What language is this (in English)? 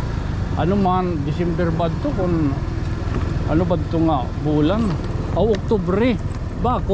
Waray